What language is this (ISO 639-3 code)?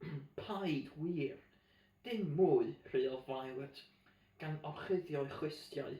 cym